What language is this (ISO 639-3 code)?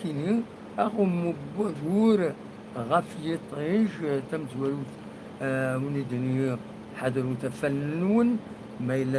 kab